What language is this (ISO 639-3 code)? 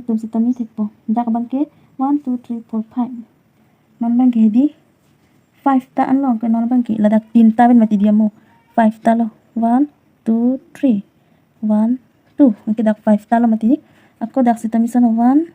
mjw